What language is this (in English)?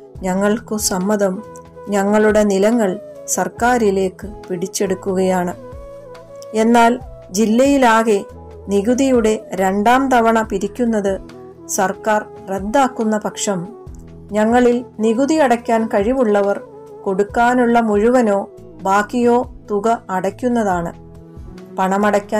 Malayalam